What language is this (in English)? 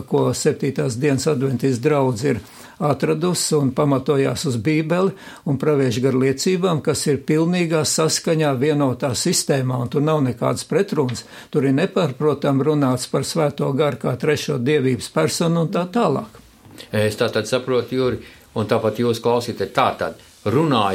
Latvian